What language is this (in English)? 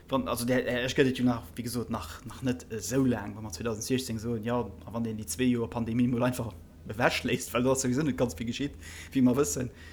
Luxembourgish